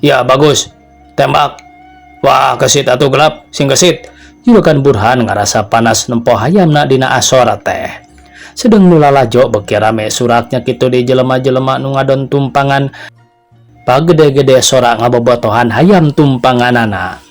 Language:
Sundanese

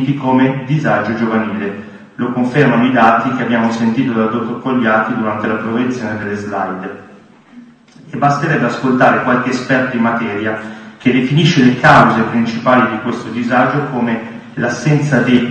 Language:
Italian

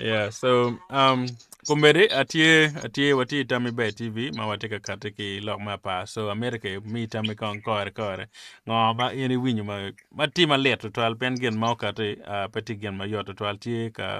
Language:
Acoli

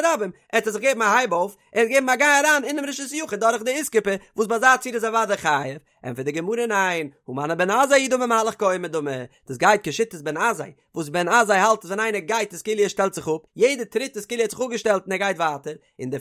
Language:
Yiddish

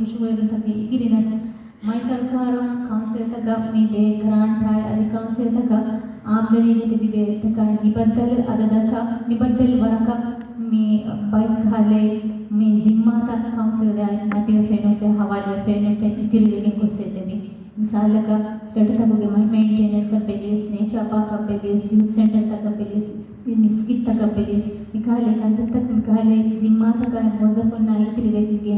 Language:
Divehi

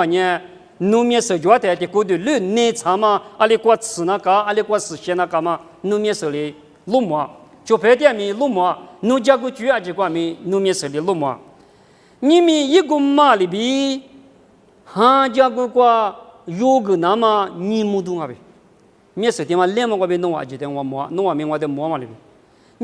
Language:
Lisu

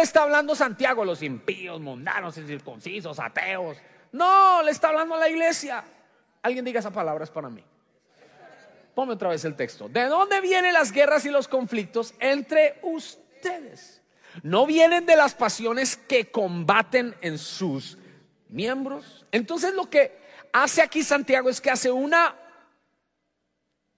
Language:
Spanish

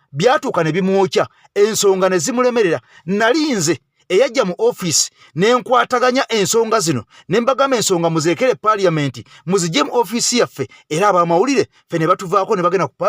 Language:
Ganda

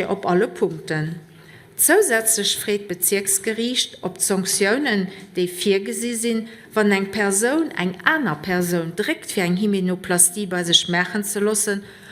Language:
Luxembourgish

